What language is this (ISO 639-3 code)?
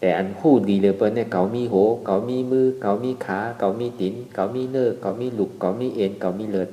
shn